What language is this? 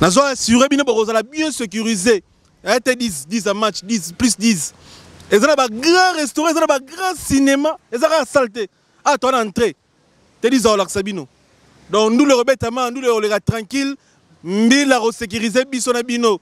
Lingala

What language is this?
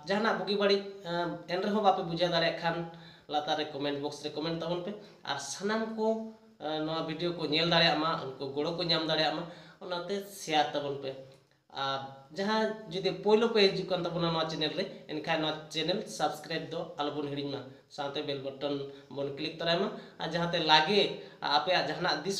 Santali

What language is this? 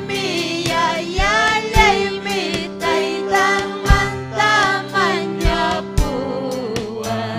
Ayacucho Quechua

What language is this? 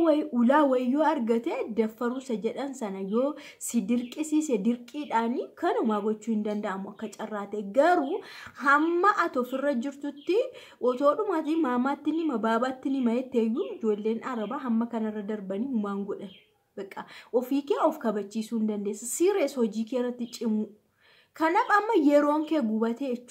Oromo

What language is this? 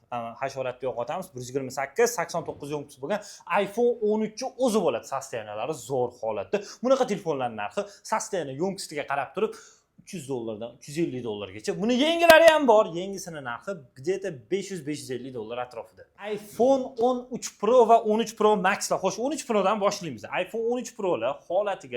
Uzbek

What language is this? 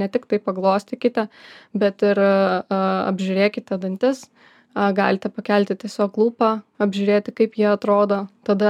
Lithuanian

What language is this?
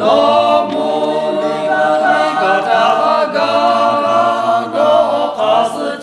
Lahu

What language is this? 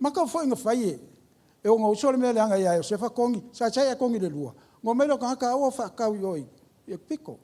Samoan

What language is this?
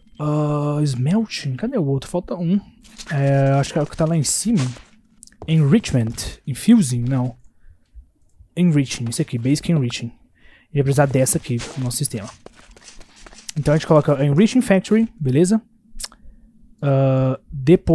Portuguese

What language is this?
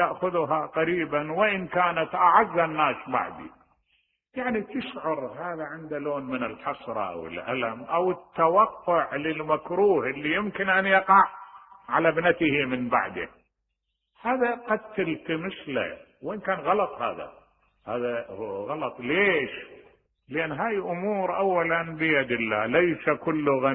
Mesopotamian Arabic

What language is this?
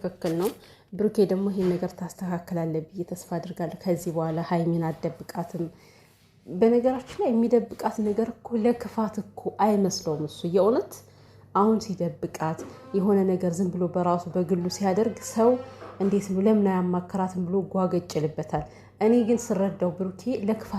Amharic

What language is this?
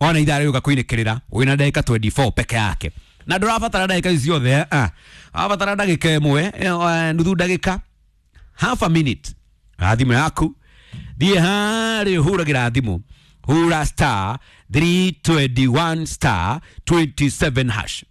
Kikuyu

